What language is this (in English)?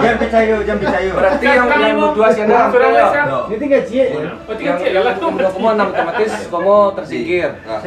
Minangkabau